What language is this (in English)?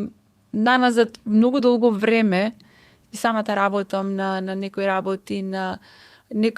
Macedonian